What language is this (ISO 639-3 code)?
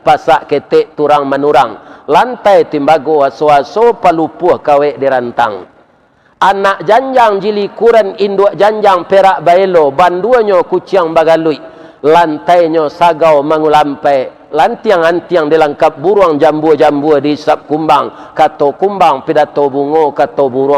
min